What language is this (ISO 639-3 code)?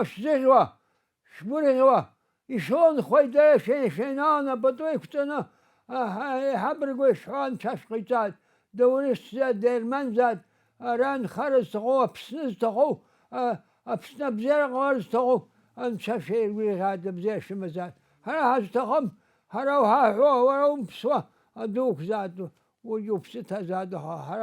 abk